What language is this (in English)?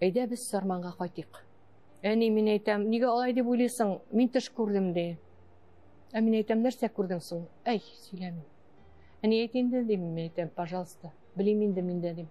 Tatar